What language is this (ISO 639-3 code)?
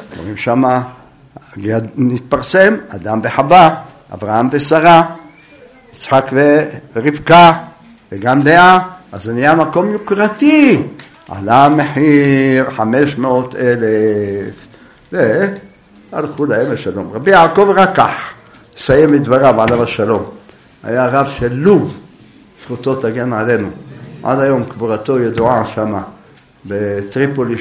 heb